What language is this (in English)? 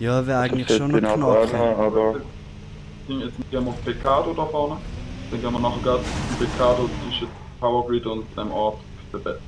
Swiss German